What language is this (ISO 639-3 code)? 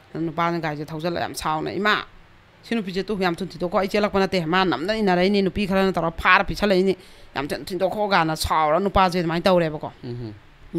mni